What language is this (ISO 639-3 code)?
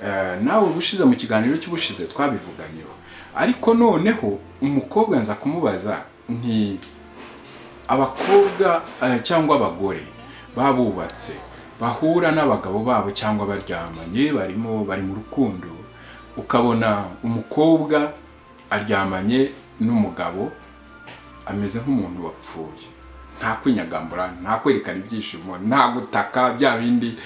kin